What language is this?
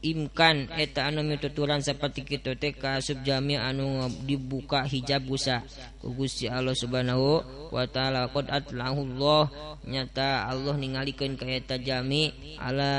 Sundanese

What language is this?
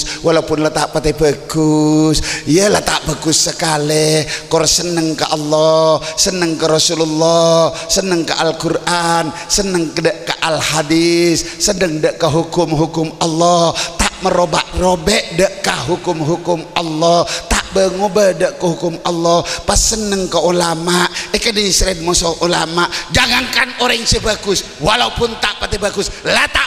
Madurese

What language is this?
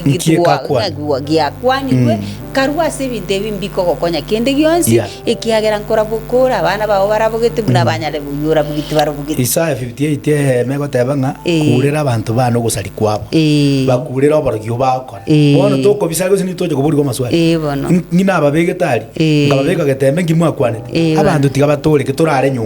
Gusii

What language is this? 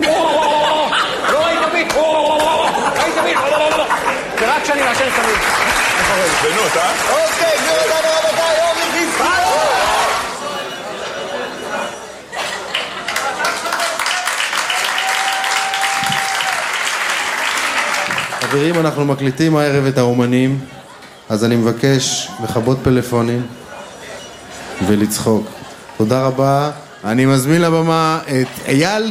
Hebrew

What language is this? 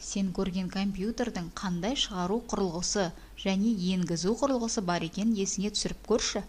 Kazakh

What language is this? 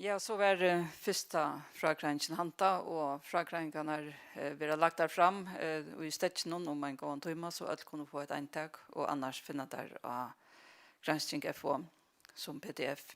Faroese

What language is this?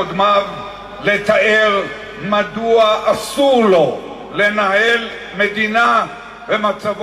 Hebrew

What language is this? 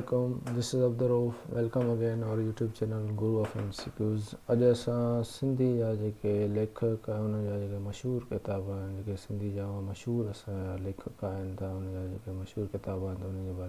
Sindhi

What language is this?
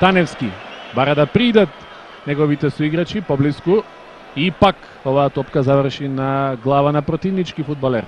Macedonian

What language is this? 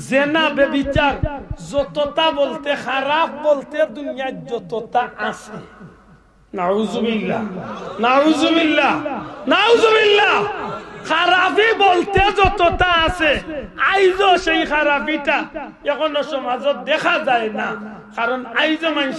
Sylheti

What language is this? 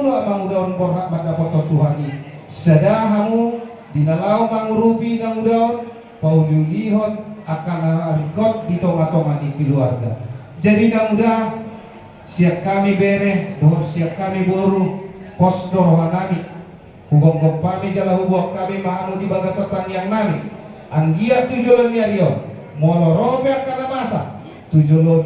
Batak Toba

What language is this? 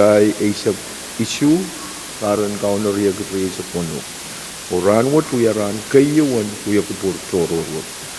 Pohnpeian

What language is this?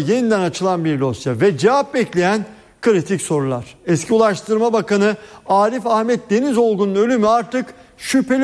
Turkish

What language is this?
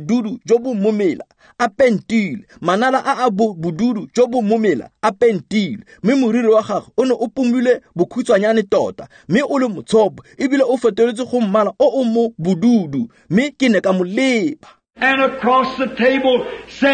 Tswana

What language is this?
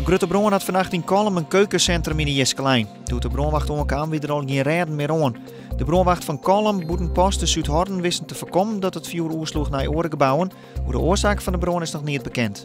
Western Frisian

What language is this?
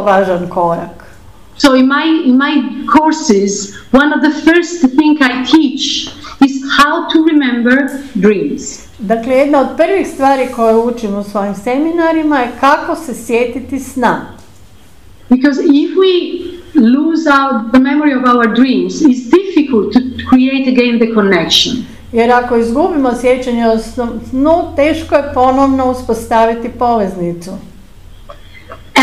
Croatian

